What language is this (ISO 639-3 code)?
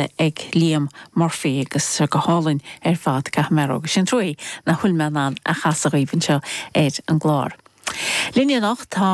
gle